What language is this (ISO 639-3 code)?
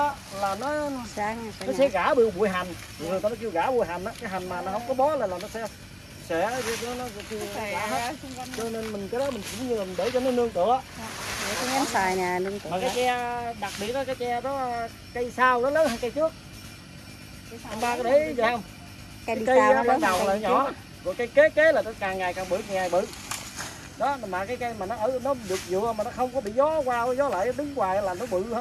vie